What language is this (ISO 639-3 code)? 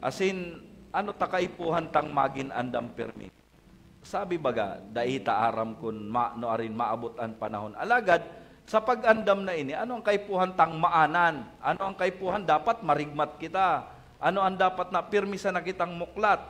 bik